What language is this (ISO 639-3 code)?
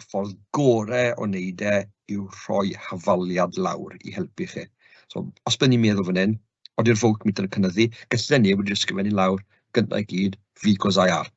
cym